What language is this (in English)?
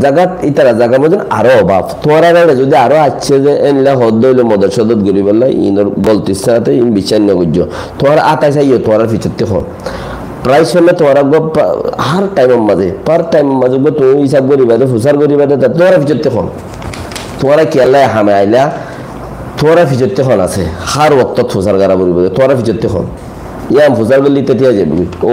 Rohingya